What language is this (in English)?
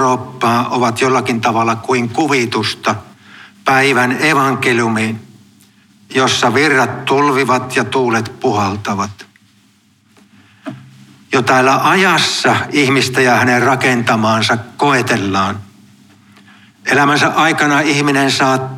Finnish